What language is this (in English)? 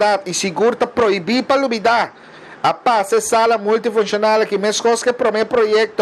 Papiamento